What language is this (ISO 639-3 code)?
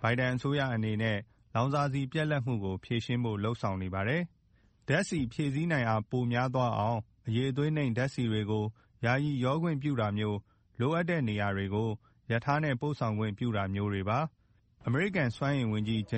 mya